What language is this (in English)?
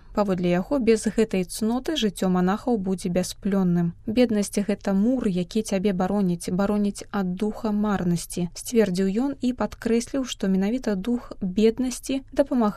Belarusian